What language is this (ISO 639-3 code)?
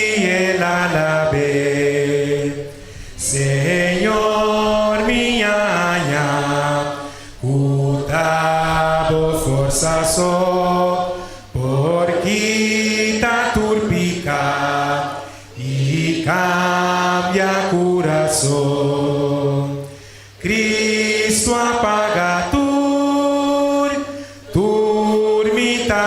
pap